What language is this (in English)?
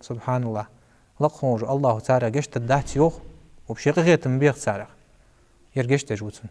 Ingush